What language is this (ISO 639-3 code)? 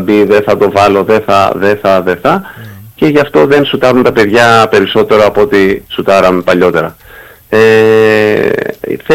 ell